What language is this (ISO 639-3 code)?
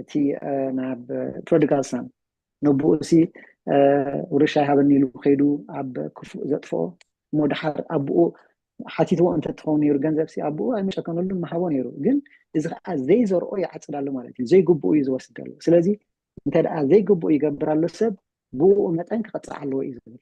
tir